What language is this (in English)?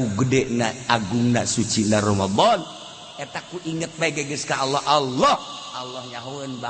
Sundanese